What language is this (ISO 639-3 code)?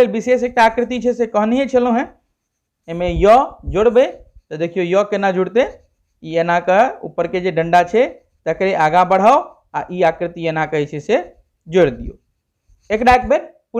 mai